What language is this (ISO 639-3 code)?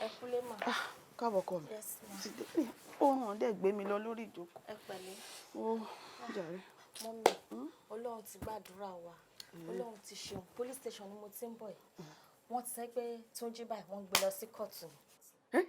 yor